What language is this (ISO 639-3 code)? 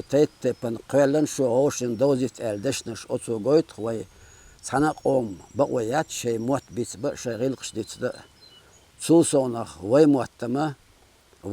che